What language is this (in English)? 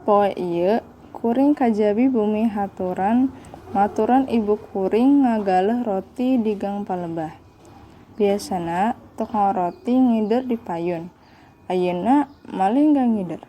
Sundanese